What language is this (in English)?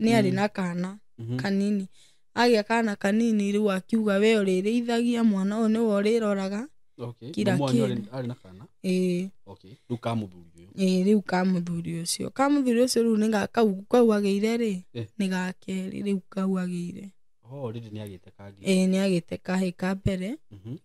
Kikuyu